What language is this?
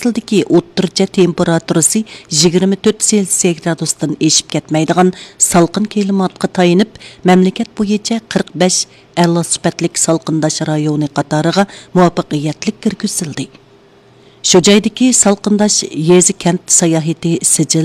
Uyghur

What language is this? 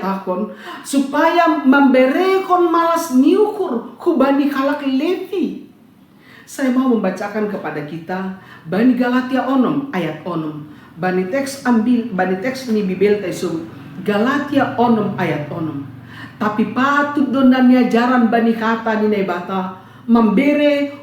Batak Simalungun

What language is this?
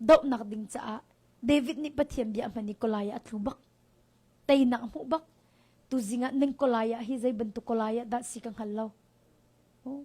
Hakha Chin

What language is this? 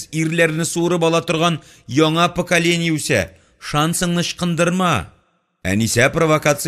Tatar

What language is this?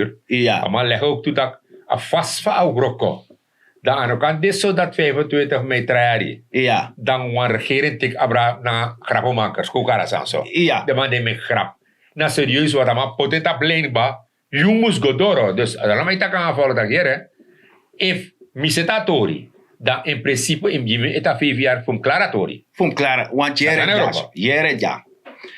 Sranan Tongo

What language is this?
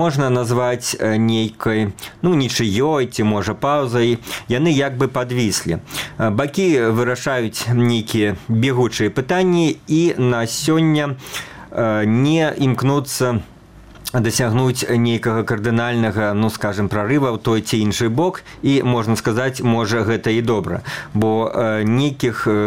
Belarusian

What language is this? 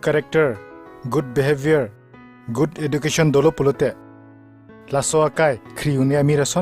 Karbi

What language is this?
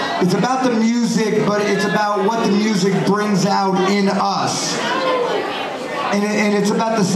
English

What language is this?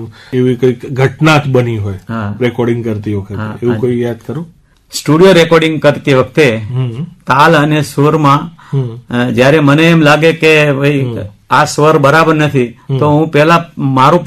Gujarati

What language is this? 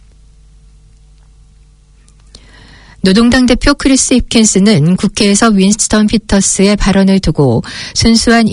Korean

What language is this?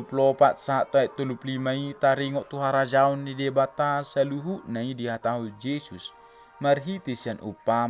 Batak Toba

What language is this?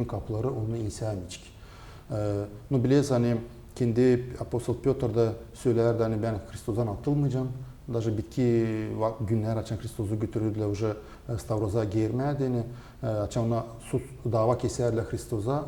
Gagauz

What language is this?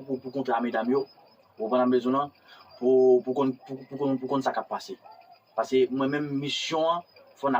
Haitian Creole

